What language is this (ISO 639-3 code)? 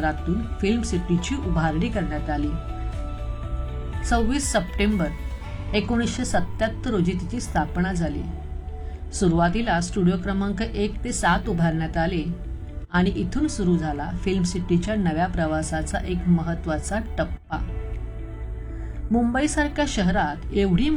mar